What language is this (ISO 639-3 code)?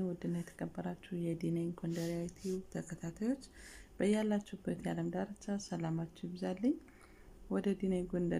amh